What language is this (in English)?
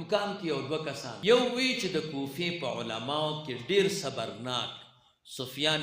Pashto